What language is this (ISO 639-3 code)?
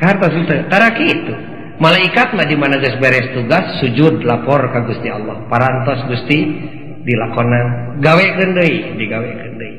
sun